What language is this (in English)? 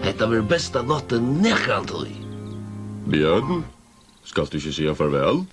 Faroese